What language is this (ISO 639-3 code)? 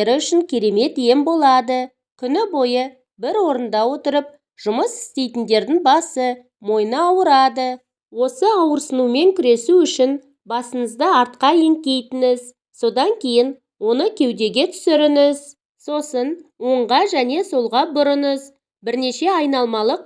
kaz